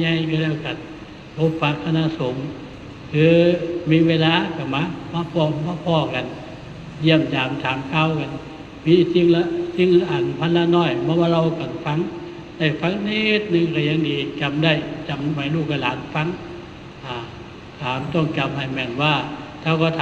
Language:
Northeastern Thai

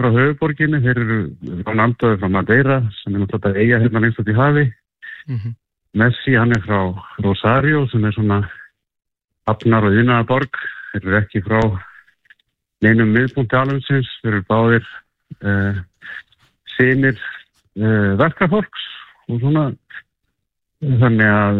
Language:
Icelandic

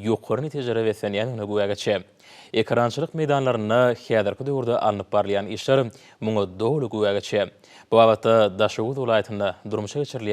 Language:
Turkmen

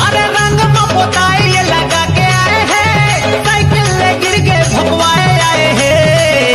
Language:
Chhattisgarhi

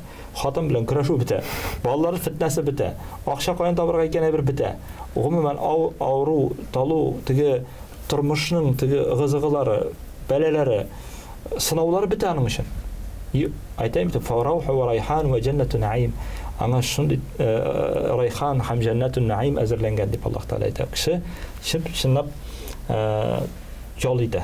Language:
Tatar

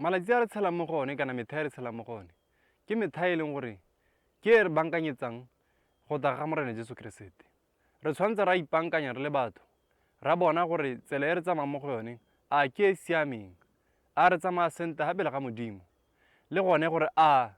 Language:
Tswana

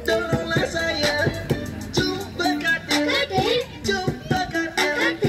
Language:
Malay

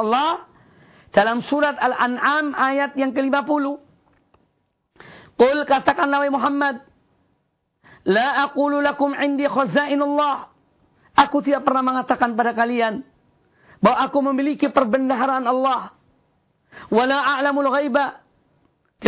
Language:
Indonesian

